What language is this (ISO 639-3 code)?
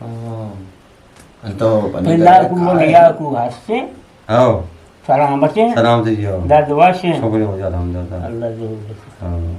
bgp